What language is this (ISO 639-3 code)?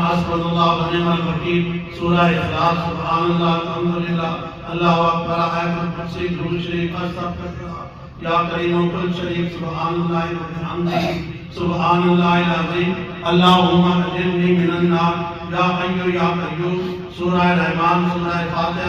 phr